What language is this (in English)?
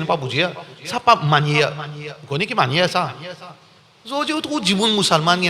Morisyen